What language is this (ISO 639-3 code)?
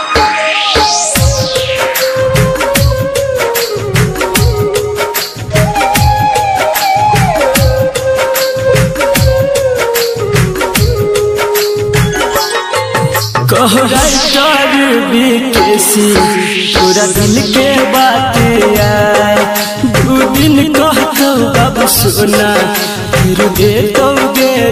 bho